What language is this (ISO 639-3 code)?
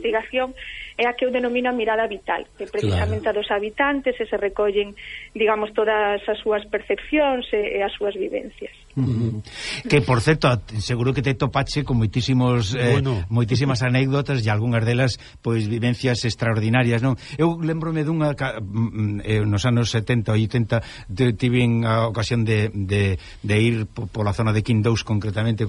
glg